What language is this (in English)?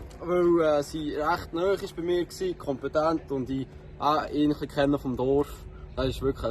Swiss German